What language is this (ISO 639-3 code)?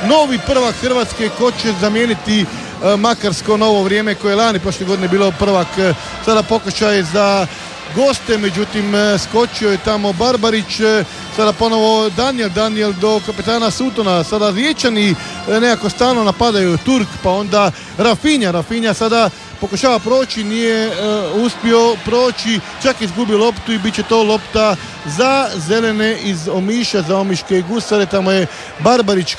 hrv